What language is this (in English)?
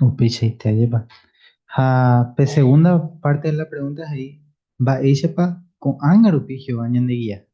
Guarani